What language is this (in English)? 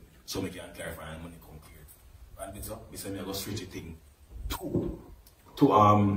Jamaican Creole English